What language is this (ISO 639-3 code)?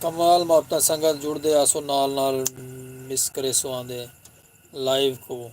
skr